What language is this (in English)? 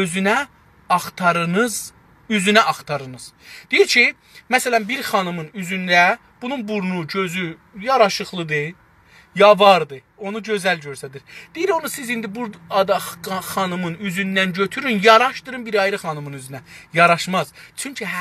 South Azerbaijani